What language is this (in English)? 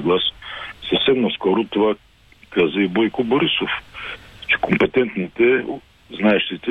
Bulgarian